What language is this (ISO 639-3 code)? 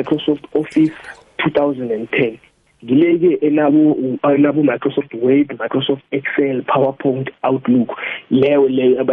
nbl